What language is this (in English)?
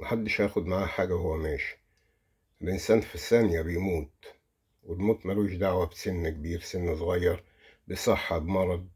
Egyptian Arabic